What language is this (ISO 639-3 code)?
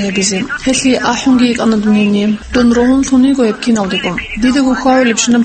ava